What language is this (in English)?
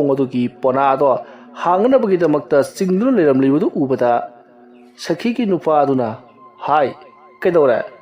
Manipuri